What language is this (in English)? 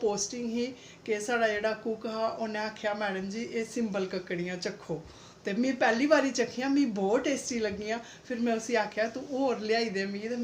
Dogri